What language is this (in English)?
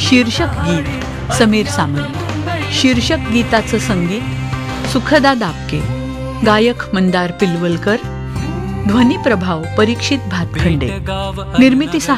Marathi